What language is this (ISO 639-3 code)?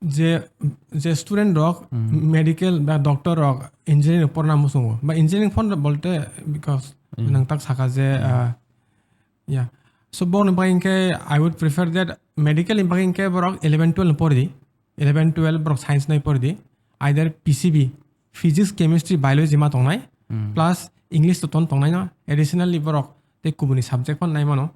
trp